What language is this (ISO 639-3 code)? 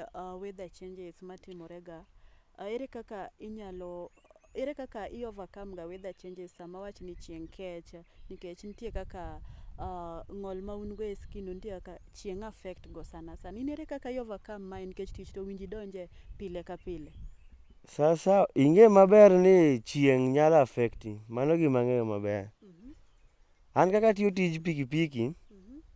luo